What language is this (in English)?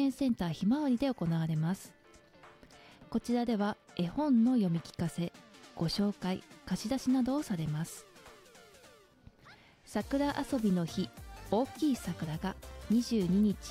Japanese